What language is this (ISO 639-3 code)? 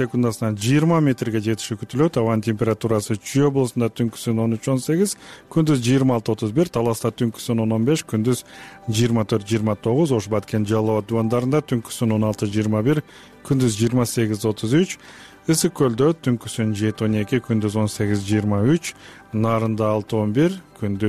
kir